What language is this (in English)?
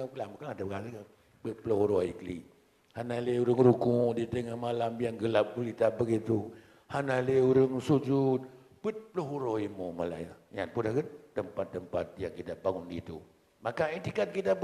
Achinese